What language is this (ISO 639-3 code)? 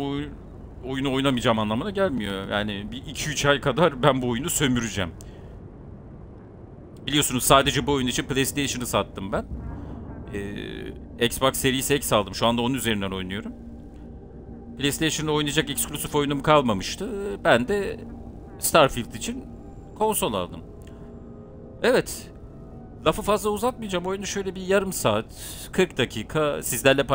tur